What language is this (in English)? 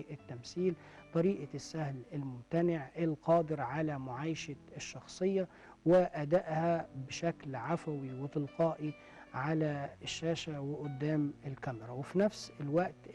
Egyptian Arabic